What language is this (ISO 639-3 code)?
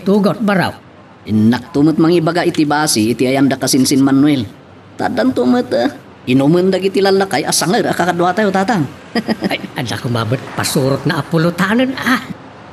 ilo